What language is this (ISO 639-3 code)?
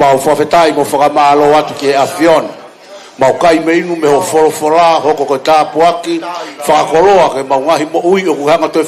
ton